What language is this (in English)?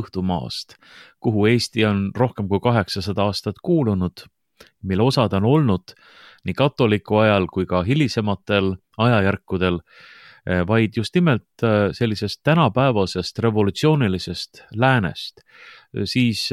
Estonian